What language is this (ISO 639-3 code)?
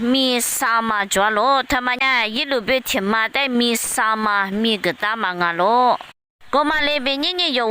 lis